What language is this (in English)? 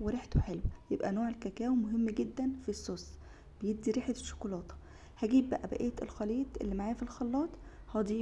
Egyptian Arabic